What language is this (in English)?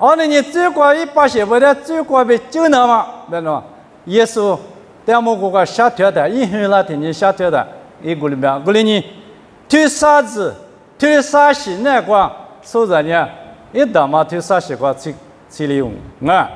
Lisu